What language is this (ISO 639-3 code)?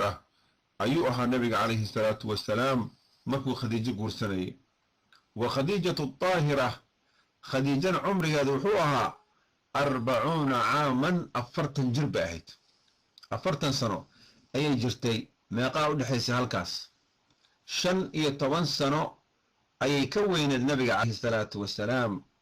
som